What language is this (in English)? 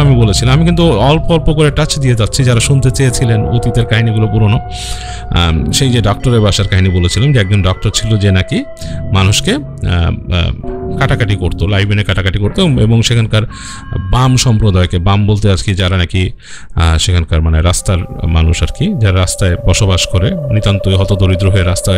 Bangla